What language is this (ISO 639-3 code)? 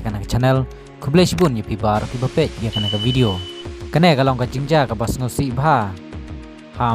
kha